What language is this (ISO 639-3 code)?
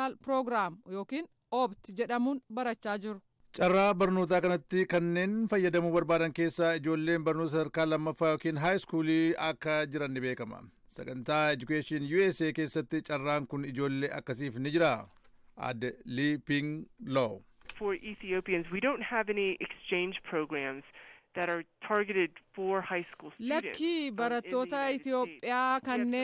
orm